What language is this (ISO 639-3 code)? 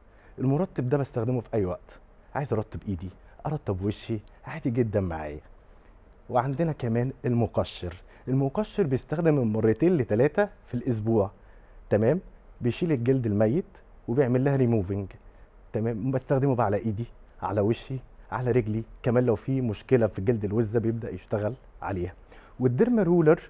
arz